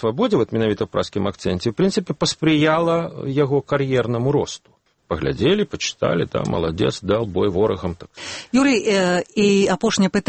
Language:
Belarusian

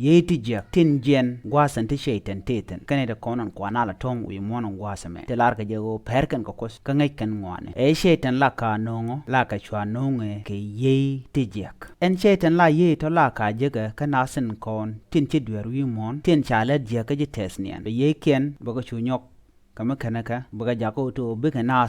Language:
Nuer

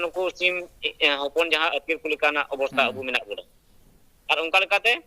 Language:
Santali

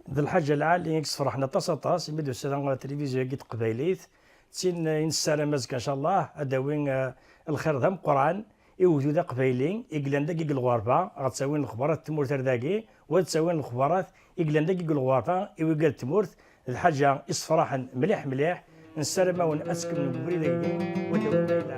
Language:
Kabyle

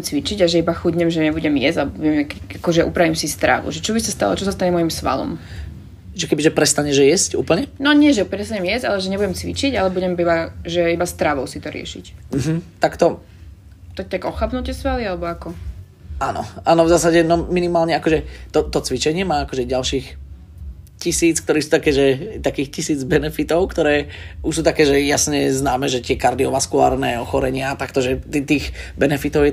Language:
Slovak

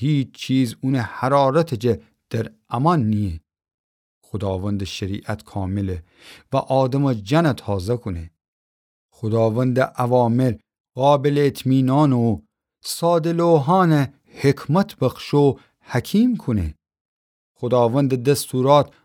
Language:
Gilaki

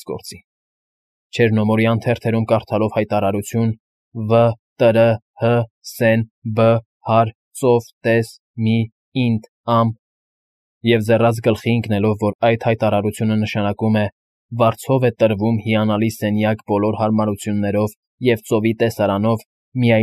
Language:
Armenian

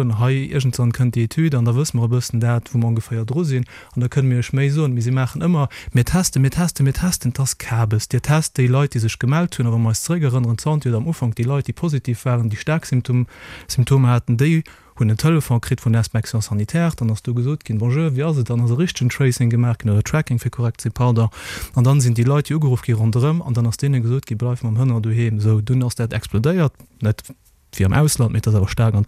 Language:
Luxembourgish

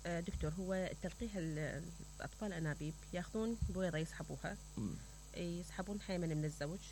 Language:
Mesopotamian Arabic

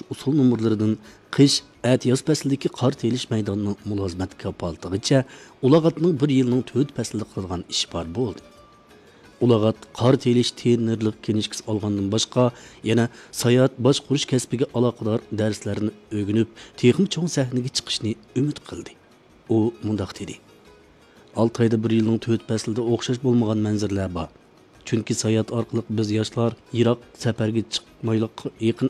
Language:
Uyghur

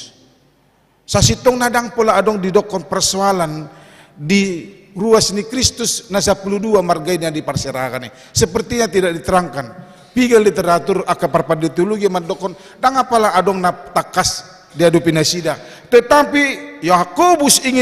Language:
Batak Toba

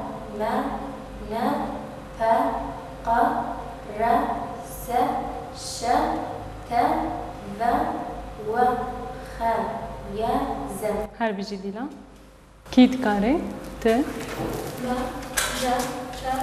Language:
Kurdish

